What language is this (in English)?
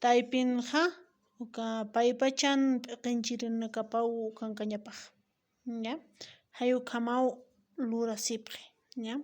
Aymara